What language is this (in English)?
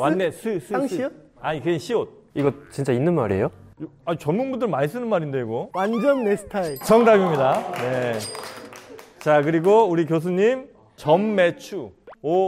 Korean